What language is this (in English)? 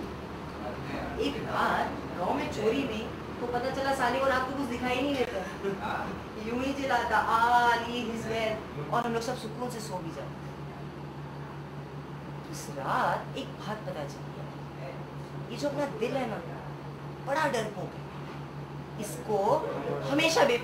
Hindi